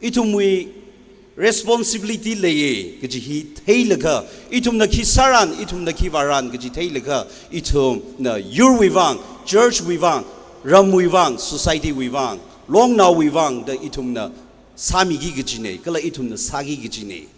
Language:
Tangkhul Naga (India)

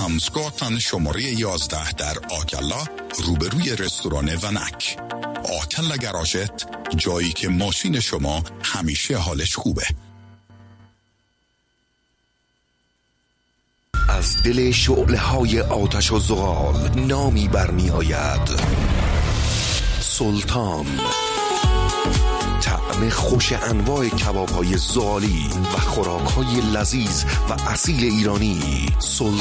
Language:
Persian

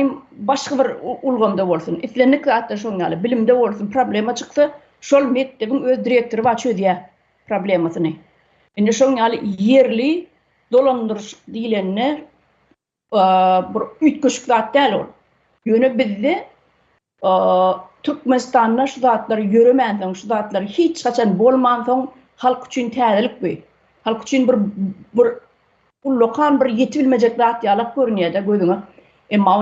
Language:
Turkmen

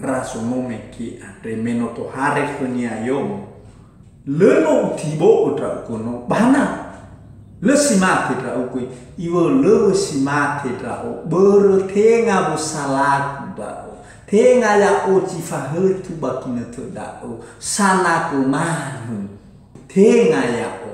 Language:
Nias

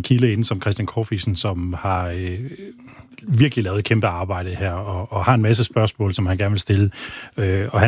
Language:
Danish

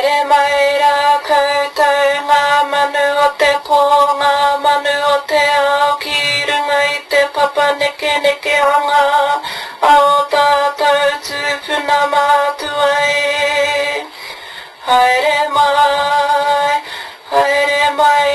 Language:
Māori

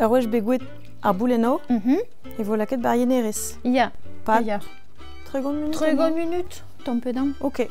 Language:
Breton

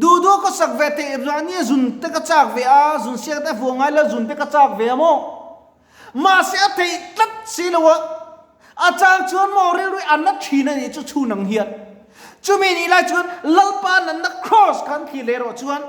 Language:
Mizo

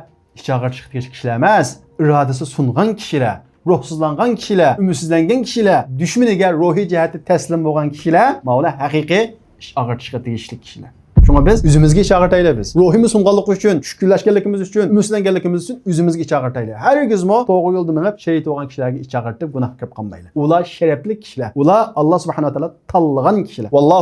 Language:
Uyghur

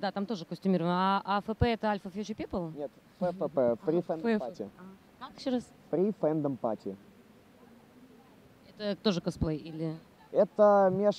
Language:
Russian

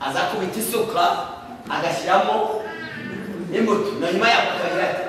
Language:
Kinyarwanda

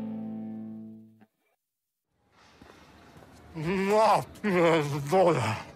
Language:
Polish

